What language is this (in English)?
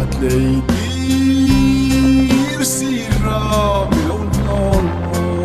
Hmar